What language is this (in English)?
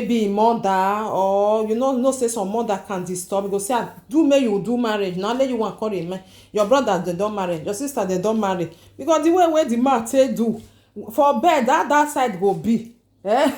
Nigerian Pidgin